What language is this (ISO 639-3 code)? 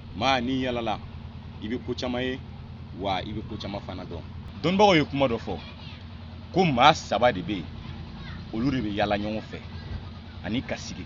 bam